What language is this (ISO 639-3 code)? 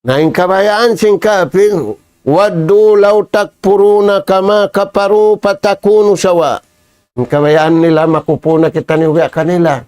tsg